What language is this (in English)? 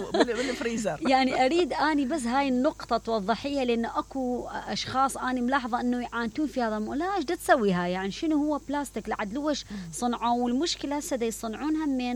Mesopotamian Arabic